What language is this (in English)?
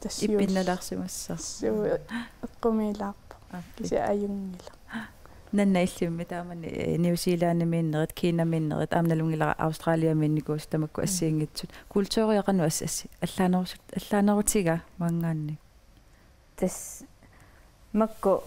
Kalaallisut